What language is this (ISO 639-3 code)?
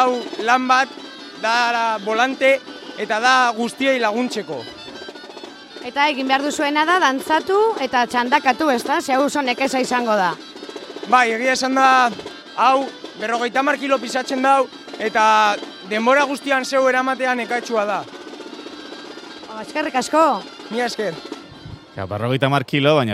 eus